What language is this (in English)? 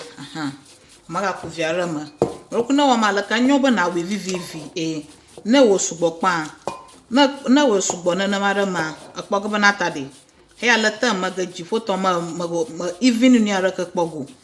Ewe